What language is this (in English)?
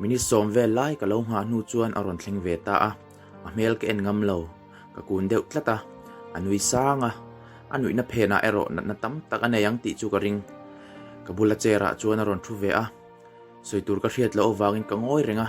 Mizo